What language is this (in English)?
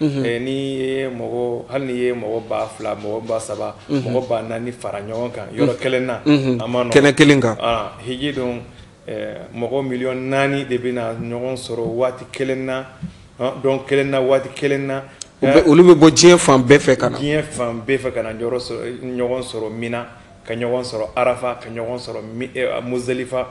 Bambara